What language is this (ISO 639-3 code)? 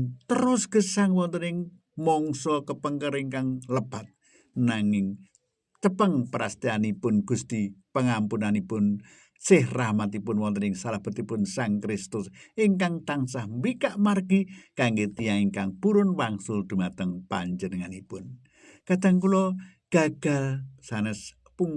jav